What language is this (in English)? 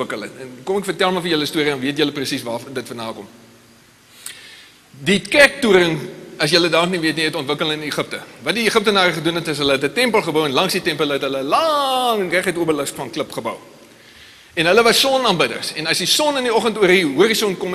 Afrikaans